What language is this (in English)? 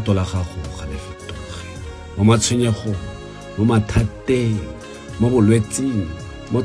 Tswana